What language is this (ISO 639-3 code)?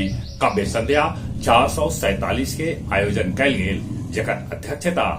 mag